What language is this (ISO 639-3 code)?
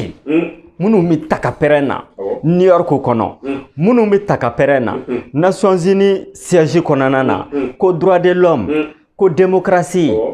bam